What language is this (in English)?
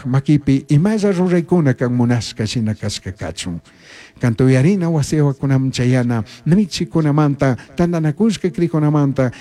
Chimborazo Highland Quichua